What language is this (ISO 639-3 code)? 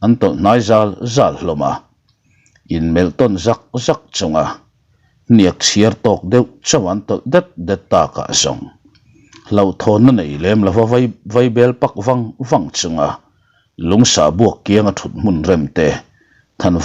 lus